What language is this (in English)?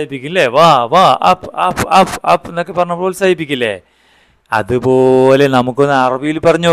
Malayalam